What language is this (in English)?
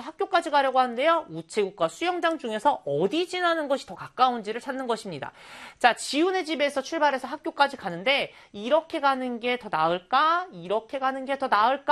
Korean